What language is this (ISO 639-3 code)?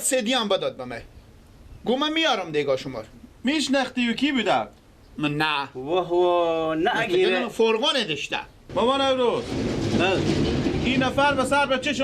fas